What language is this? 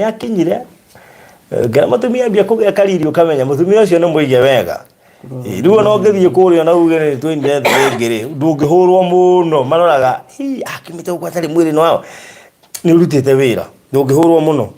Kikuyu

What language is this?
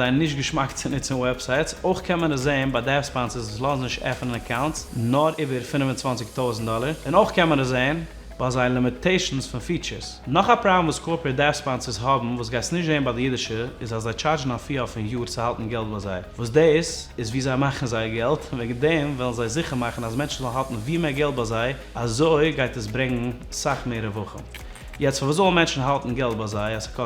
Yiddish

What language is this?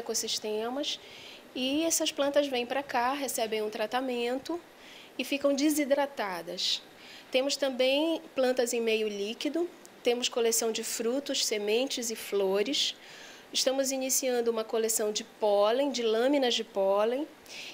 Portuguese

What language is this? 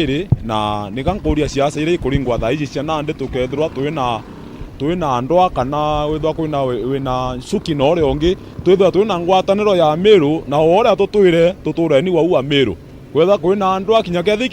Meru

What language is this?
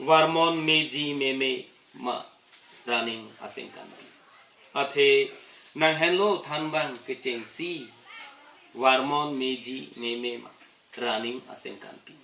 Karbi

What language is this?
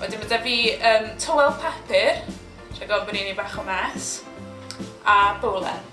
Welsh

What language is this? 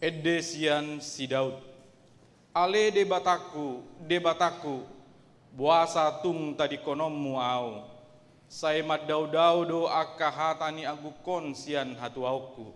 Batak Toba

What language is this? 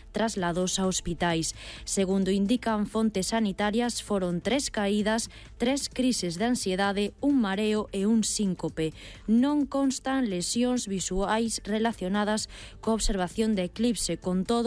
Galician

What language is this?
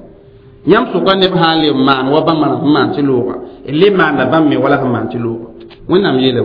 Mossi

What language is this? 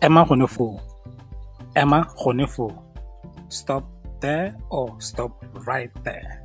Tswana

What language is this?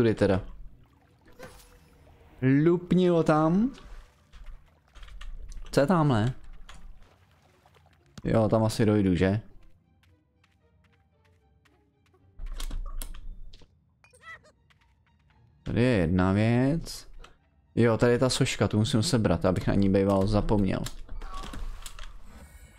Czech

